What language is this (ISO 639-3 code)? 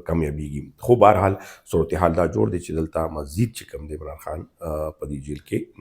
pus